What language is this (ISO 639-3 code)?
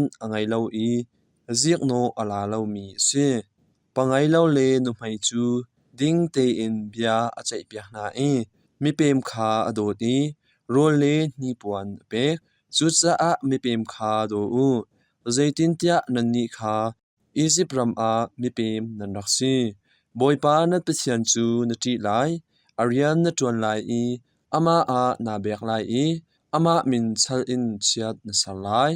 cnh